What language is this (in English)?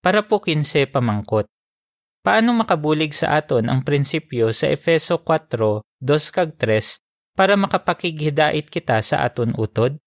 Hiligaynon